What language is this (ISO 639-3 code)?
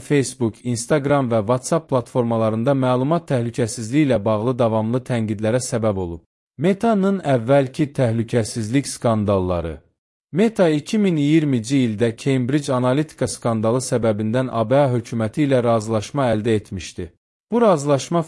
aze